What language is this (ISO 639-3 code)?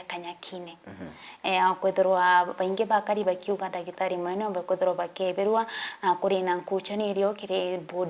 mer